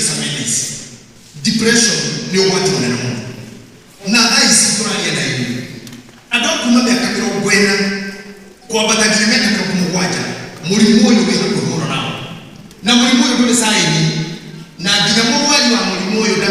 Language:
Kikuyu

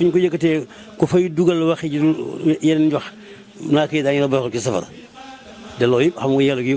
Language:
Wolof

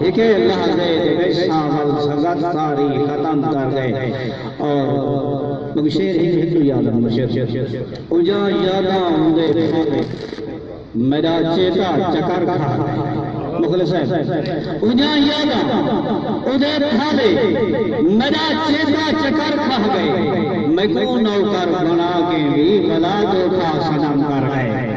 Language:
Saraiki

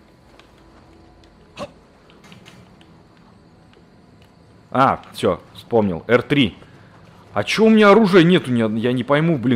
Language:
Russian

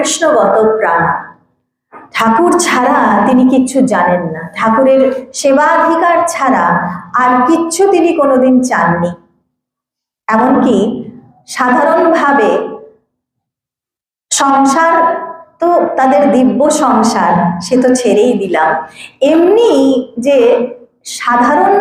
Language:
Bangla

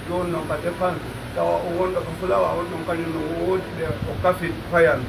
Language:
Pular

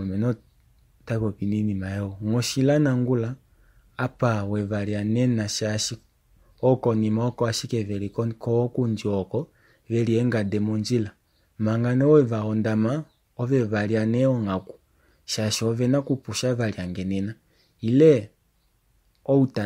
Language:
Kuanyama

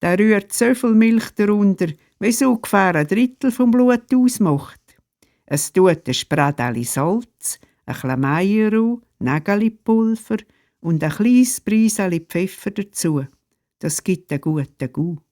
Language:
Swiss German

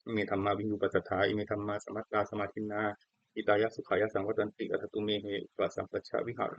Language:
Pali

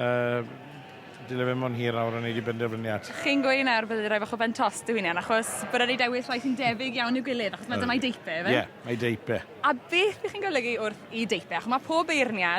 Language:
Welsh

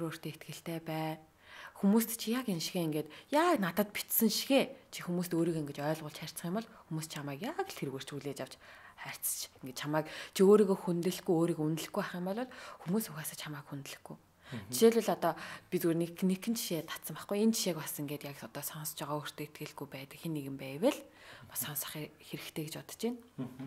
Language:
Mongolian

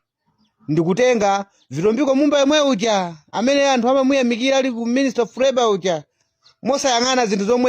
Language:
Nyanja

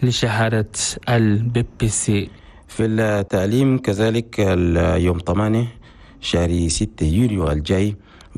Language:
Chadian Arabic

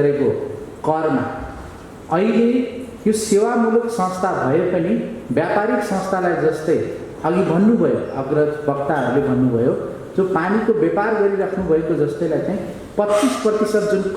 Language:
Nepali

